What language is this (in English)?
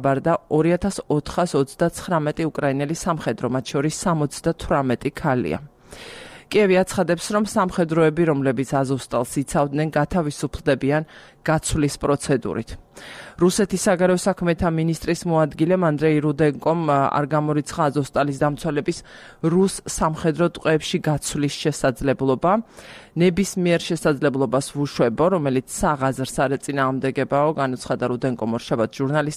Georgian